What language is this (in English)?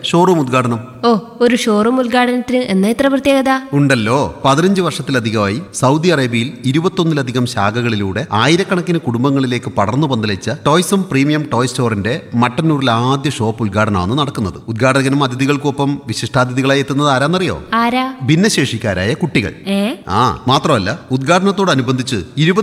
Malayalam